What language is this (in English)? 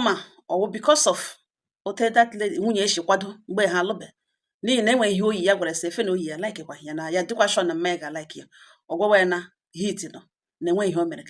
Igbo